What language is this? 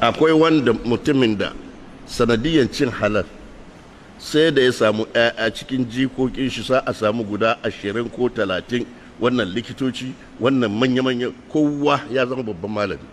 Hausa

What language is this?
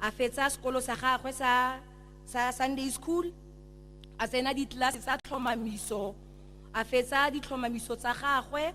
Tswana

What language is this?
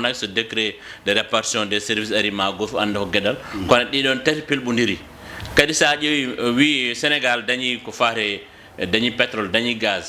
Fula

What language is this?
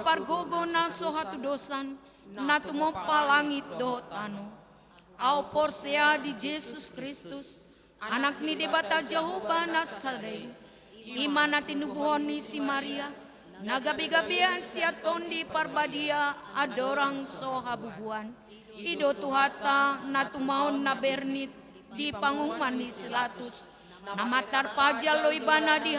Batak Toba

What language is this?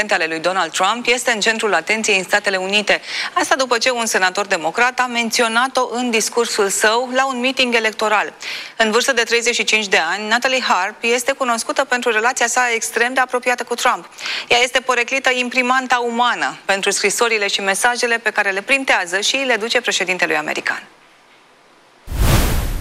Romanian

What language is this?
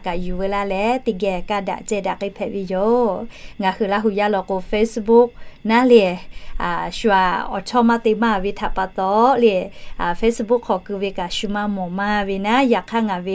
Lahu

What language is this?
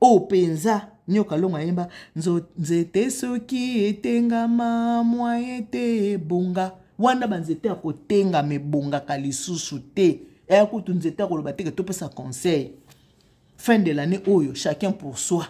Lingala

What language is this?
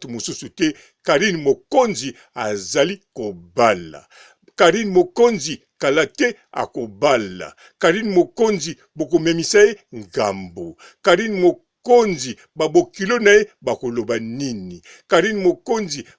Lingala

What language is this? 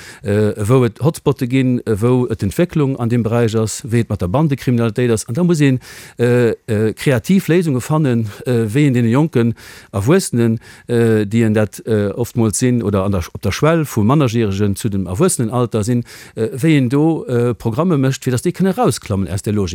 Luxembourgish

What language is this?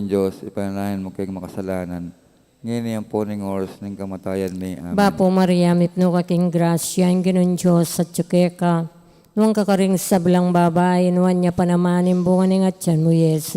Pampanga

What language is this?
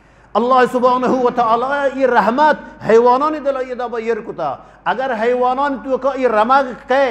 Eastern Balochi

